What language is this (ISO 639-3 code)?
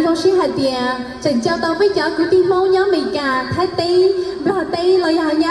hmn